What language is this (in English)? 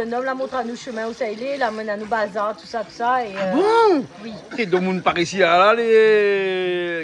Réunion Creole French